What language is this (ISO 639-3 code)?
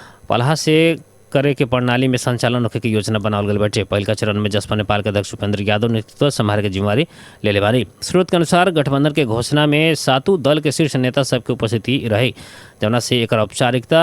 bho